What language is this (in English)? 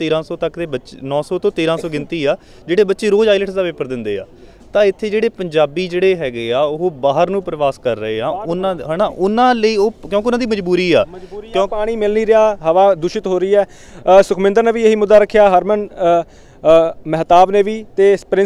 Punjabi